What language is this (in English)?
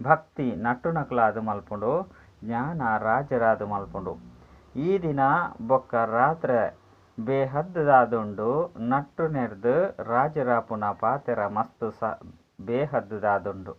Tulu